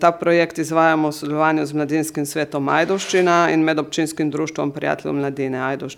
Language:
Slovenian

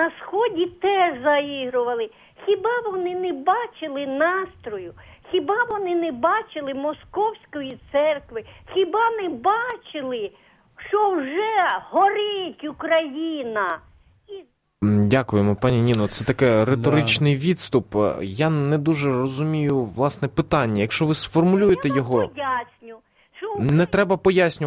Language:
Ukrainian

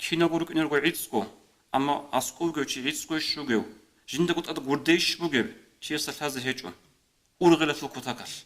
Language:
Avaric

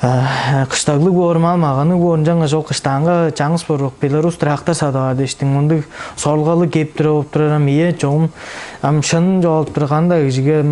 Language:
Tuvinian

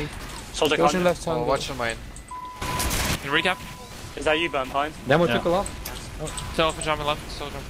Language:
English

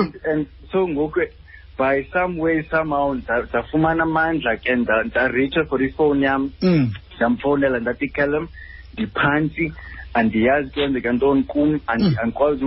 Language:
Xhosa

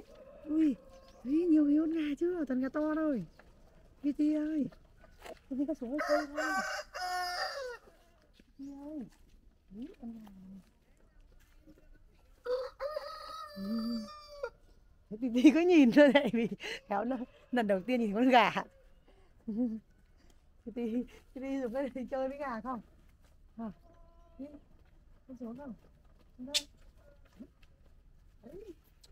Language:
Vietnamese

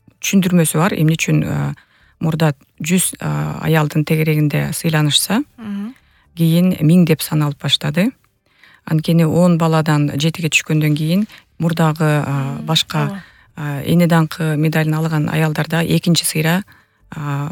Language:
Kyrgyz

